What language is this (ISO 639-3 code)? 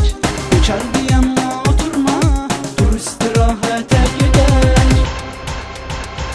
tur